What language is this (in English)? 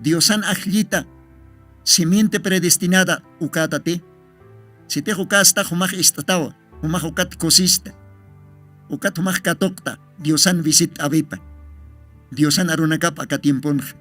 Aymara